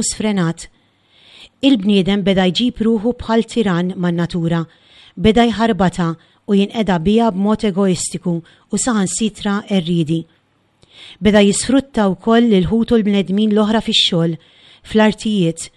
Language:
Maltese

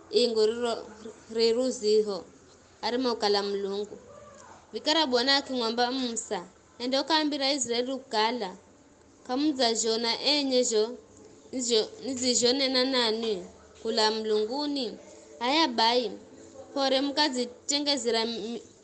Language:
Giryama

